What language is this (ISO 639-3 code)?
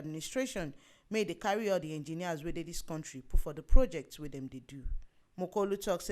pcm